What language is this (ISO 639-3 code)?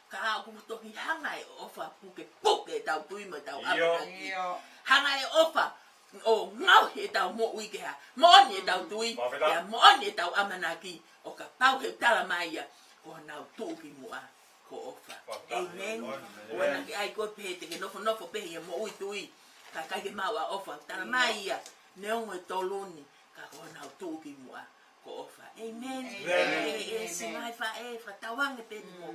ton